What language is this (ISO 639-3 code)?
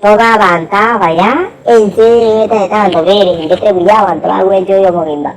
guz